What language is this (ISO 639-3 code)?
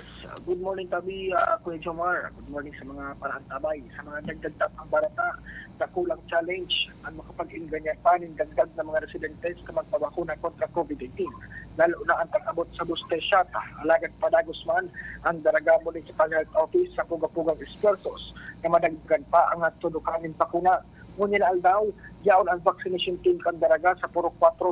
bik